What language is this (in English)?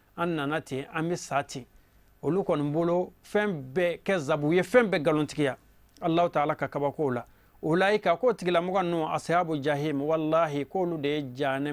Bambara